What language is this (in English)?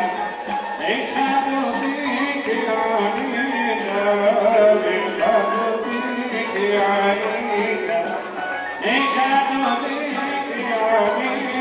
Hebrew